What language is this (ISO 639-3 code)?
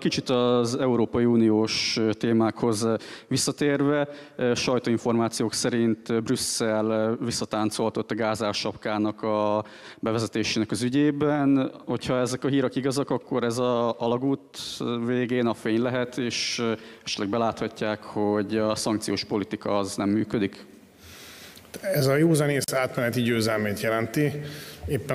hun